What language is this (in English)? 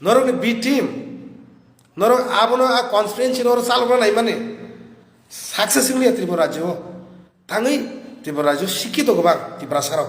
Kok Borok